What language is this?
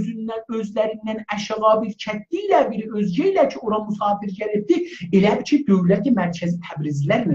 South Azerbaijani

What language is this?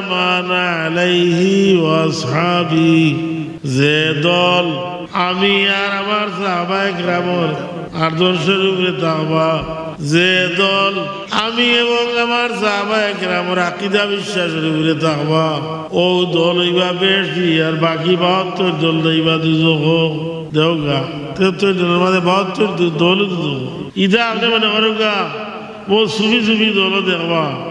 Sylheti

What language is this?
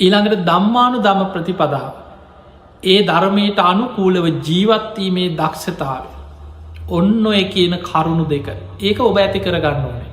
Sinhala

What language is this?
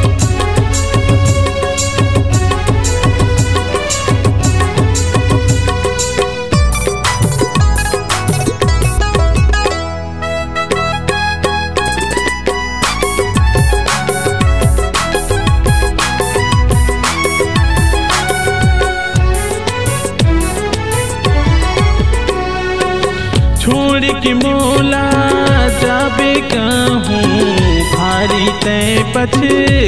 Chhattisgarhi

